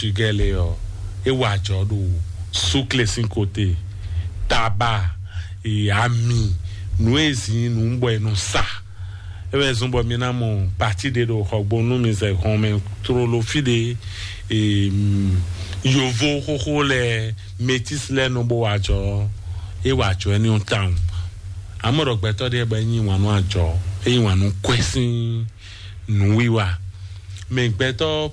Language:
Fon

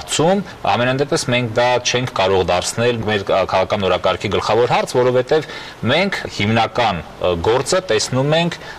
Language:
Armenian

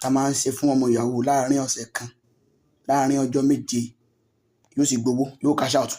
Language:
Yoruba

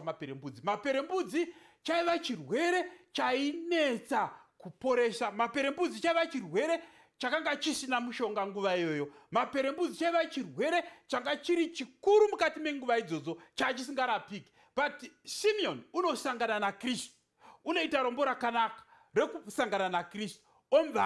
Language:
Shona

